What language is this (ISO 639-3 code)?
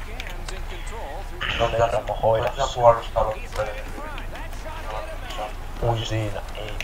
fin